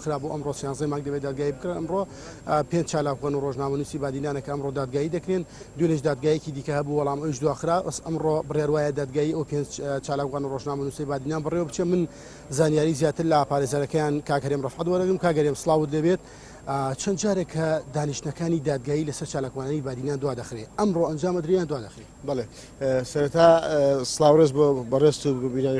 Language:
Central Kurdish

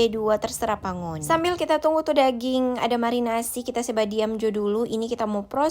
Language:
Manado Malay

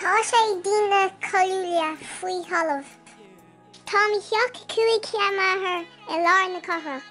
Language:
Irish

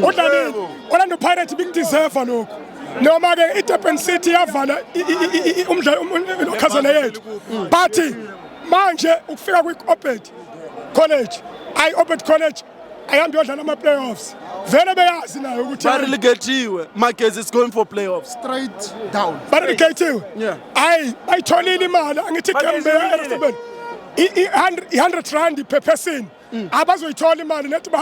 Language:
Zulu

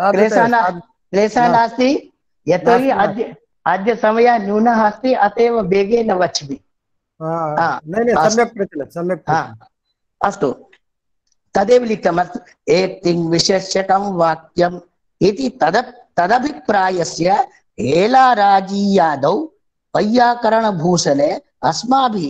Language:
Sanskrit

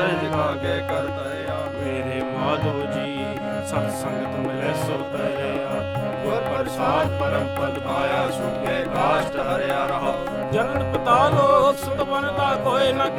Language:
Punjabi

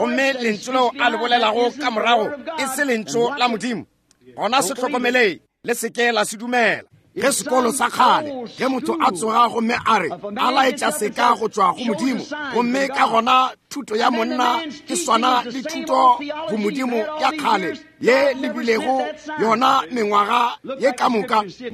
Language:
Northern Sotho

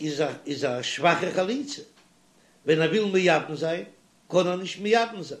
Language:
Yiddish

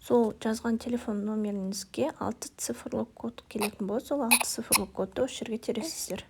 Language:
Kazakh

